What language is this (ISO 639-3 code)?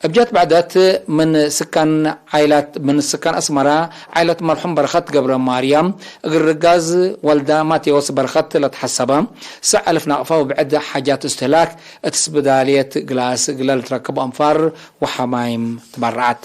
tig